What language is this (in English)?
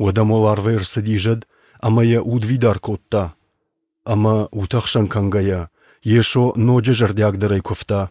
Ossetic